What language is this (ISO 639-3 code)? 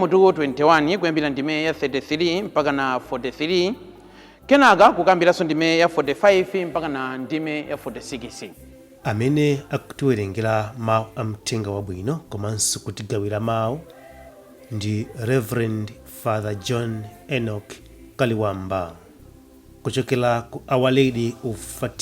nya